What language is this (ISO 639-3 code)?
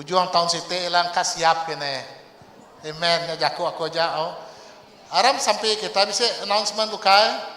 iba